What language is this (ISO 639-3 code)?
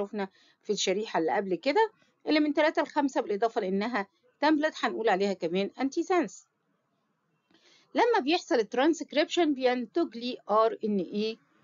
arz